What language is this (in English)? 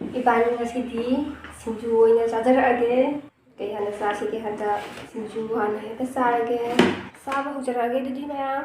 Manipuri